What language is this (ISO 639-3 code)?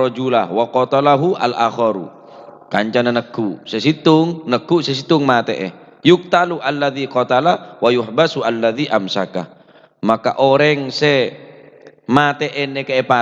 mad